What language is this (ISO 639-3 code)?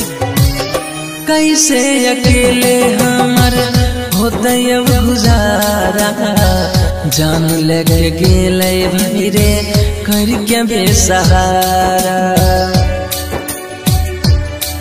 bho